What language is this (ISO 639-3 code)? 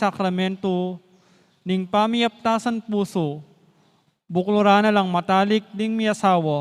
pam